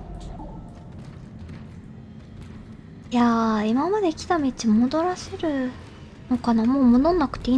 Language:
Japanese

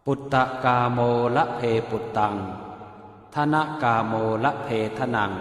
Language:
Pali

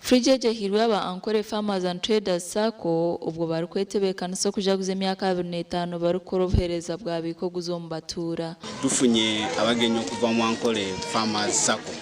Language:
Nyankole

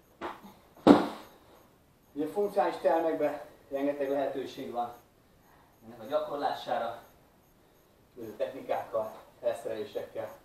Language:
Hungarian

